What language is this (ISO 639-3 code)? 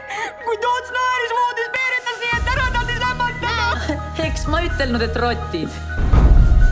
est